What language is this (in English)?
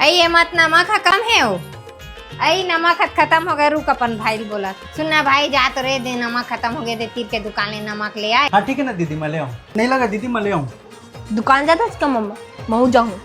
Chhattisgarhi